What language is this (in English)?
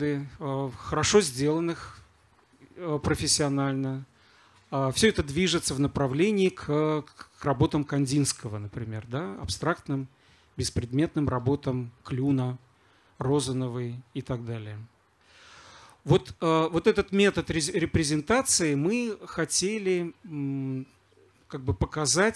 Russian